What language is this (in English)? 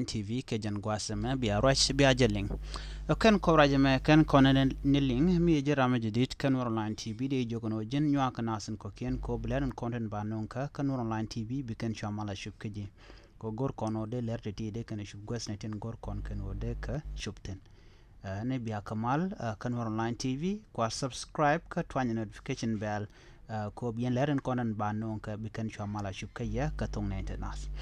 Nuer